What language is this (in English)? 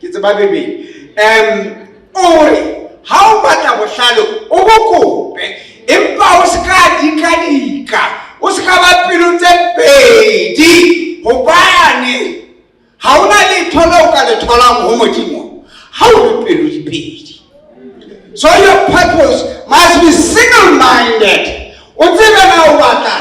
Southern Sotho